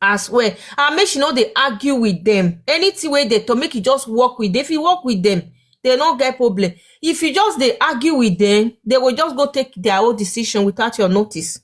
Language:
Nigerian Pidgin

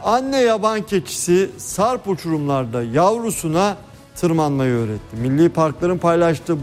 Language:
Turkish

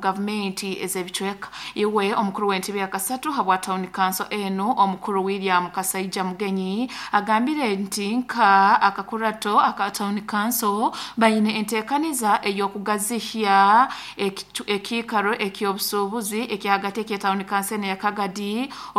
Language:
Nyankole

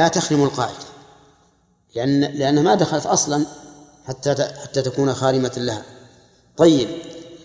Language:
Arabic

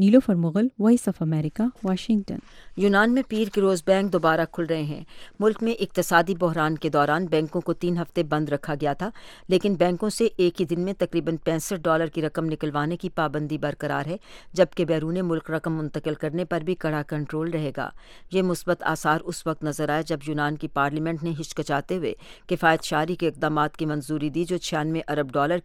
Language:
Urdu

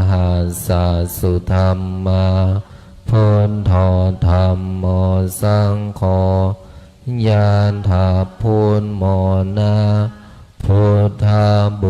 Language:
Pali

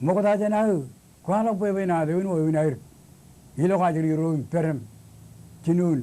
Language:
Marshallese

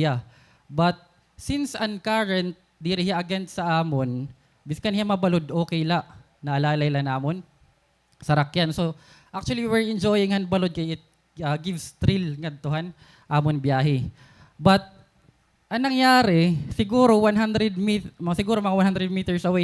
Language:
Waray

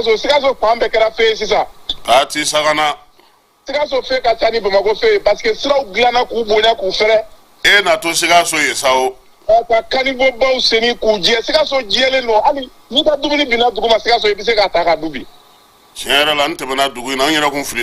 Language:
Bambara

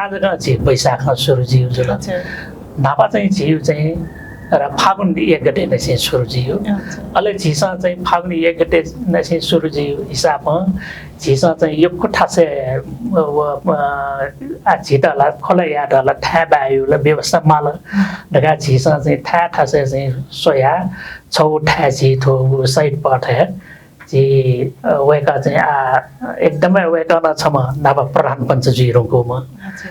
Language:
Newari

